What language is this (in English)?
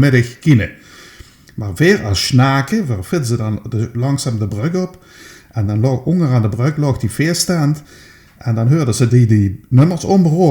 Limburgish